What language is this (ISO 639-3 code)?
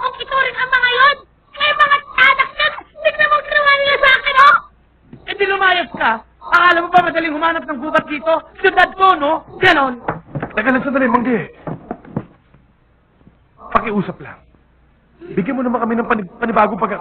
fil